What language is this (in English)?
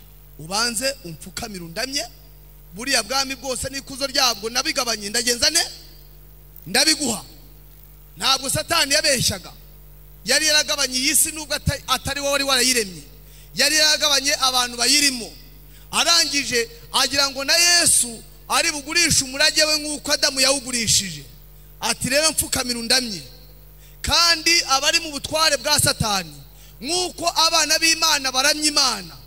Kinyarwanda